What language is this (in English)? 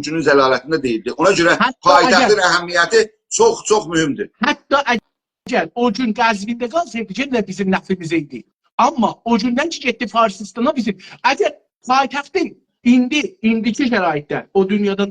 South Azerbaijani